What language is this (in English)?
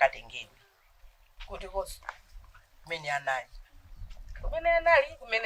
Nyanja